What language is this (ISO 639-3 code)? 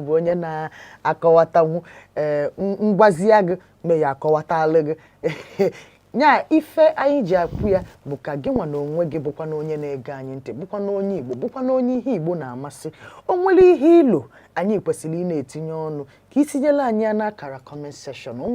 ibo